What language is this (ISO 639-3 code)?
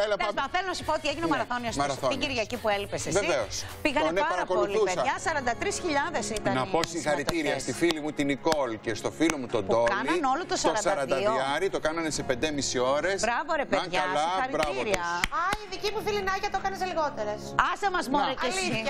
ell